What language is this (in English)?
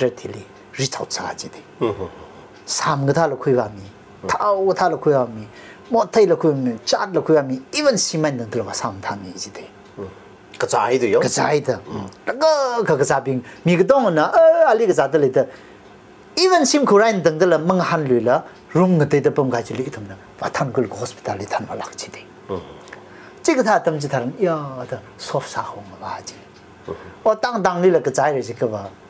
Tangkhul Naga (India)